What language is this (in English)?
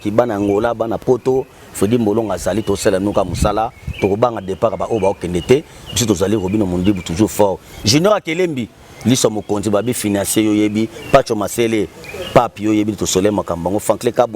Lingala